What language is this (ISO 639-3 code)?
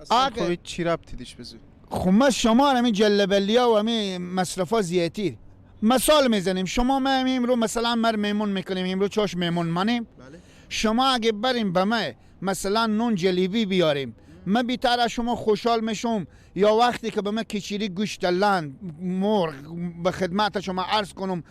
fas